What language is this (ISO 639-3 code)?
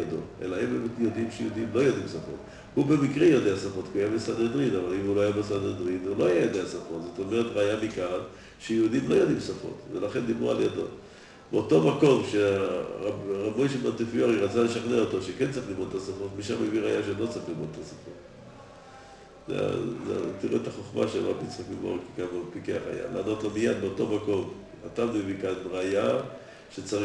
heb